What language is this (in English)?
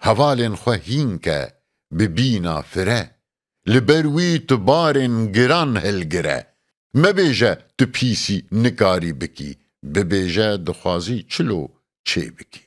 Kurdish